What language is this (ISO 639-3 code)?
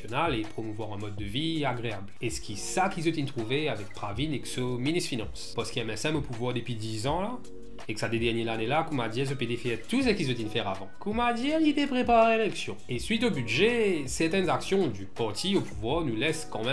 mfe